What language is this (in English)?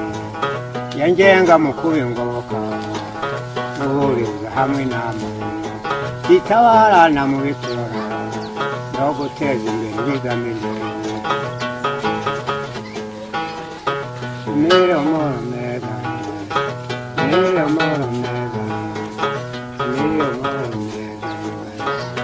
Kinyarwanda